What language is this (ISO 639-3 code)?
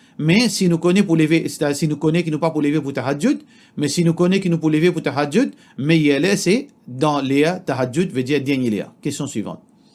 mfe